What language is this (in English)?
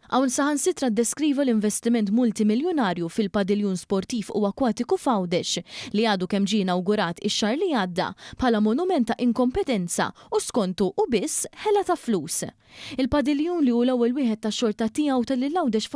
Maltese